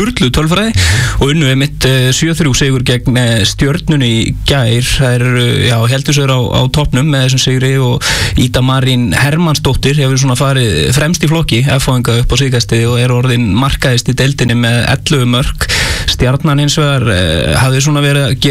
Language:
Icelandic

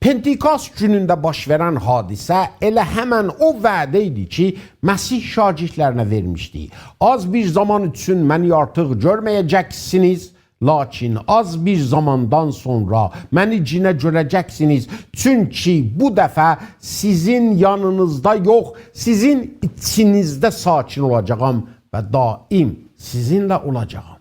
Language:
South Azerbaijani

